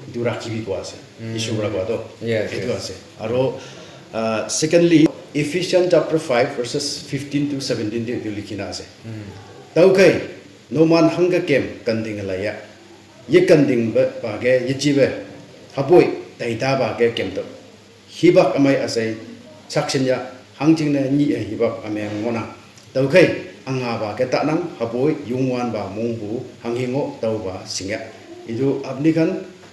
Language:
Naga Pidgin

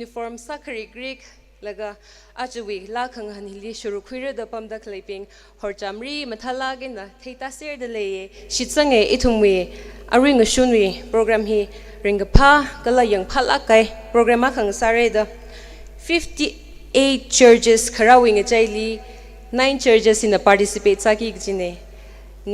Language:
Tangkhul Naga (India)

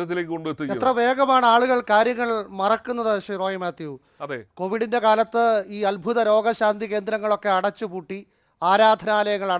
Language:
Malayalam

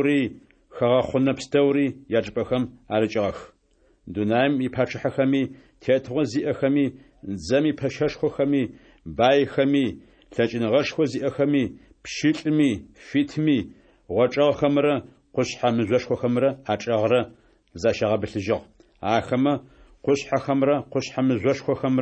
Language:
Adyghe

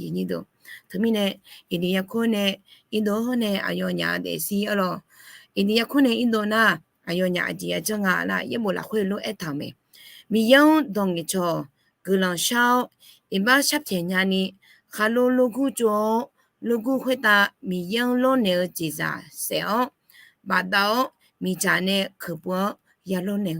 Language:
Akha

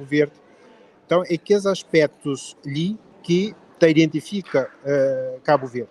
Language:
Kabuverdianu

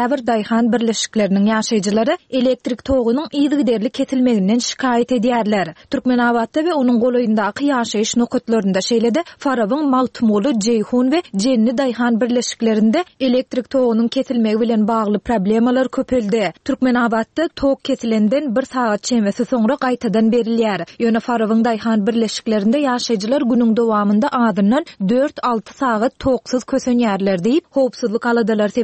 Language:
Turkmen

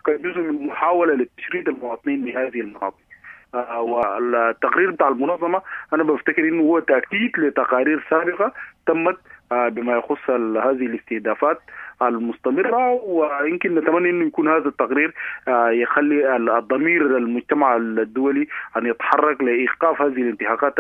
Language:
Sudanese Arabic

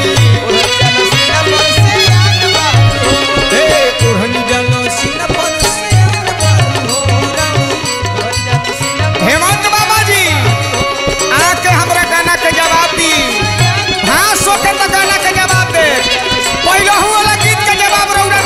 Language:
Bhojpuri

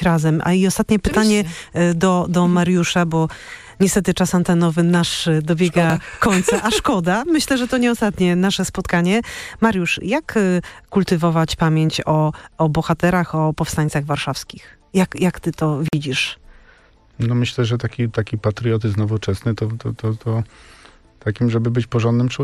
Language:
Polish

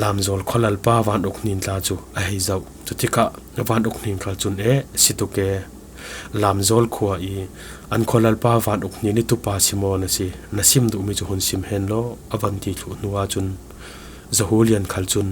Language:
Falam Chin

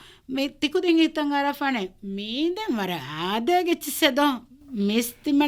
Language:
Divehi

